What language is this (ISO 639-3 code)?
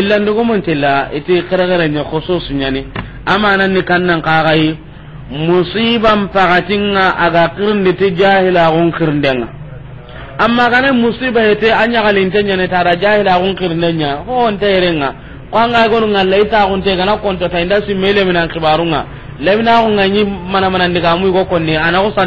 snk